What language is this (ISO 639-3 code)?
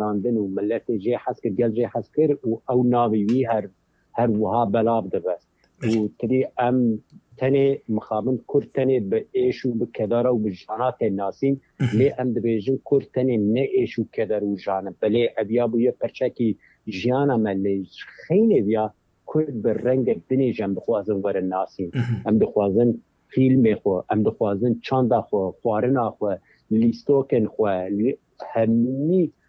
kur